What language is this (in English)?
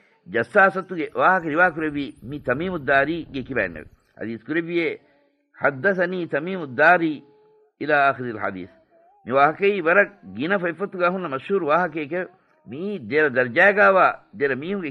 Divehi